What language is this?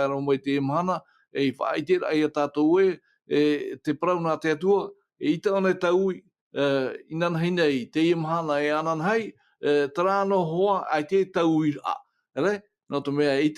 Tahitian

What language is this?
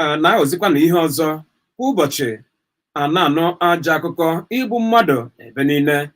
Igbo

